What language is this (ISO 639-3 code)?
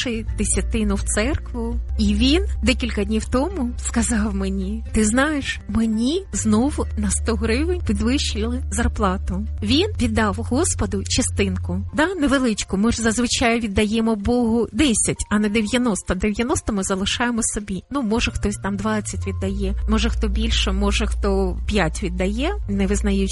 ukr